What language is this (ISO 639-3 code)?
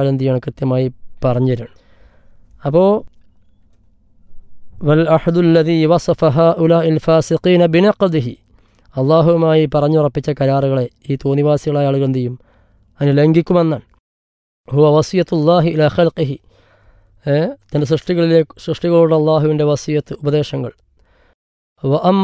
mal